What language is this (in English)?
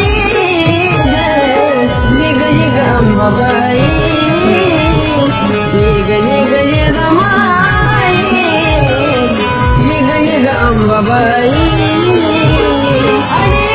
Marathi